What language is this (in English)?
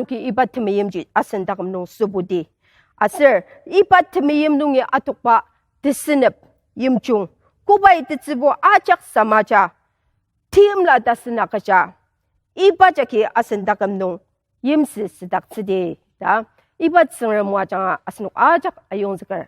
Ao Naga